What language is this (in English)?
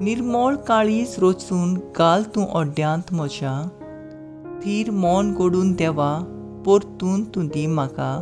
Konkani